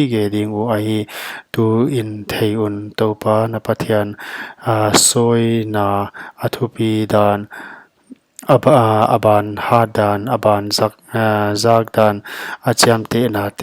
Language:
Paite Chin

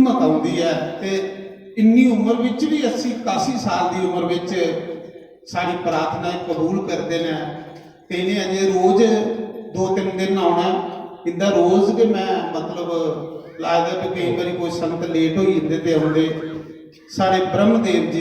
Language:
Dogri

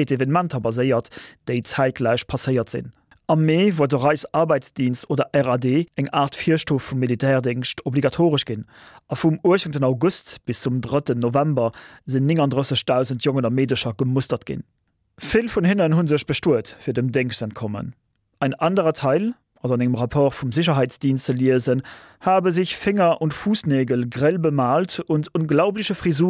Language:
Luxembourgish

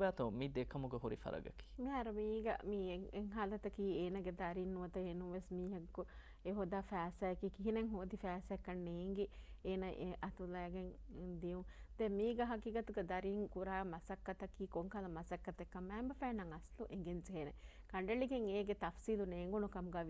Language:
Divehi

